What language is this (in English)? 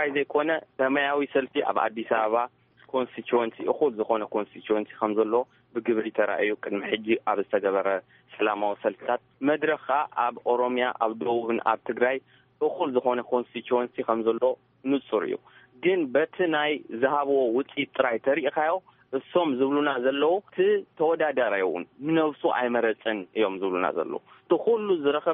Tigrinya